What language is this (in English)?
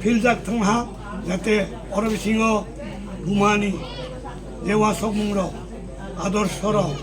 Kok Borok